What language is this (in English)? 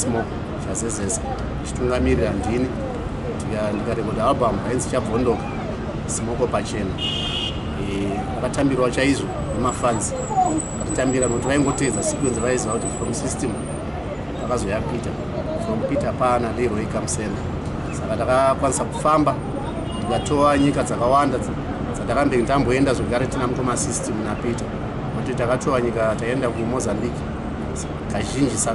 Shona